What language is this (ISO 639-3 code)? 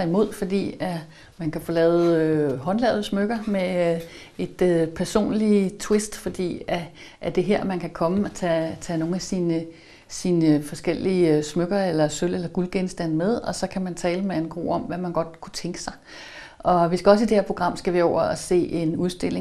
dan